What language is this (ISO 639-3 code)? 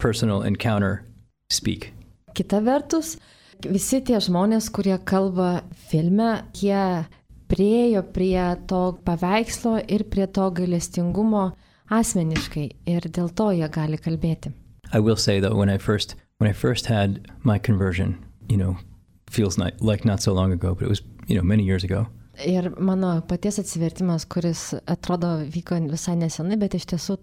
lit